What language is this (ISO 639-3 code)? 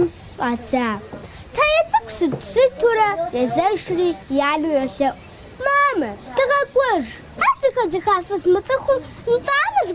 kbd